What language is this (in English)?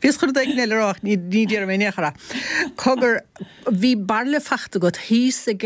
Irish